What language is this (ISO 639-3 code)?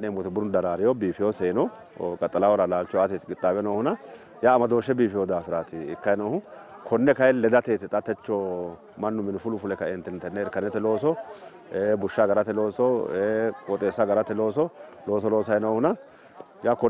sid